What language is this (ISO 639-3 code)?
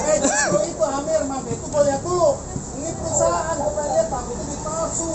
bew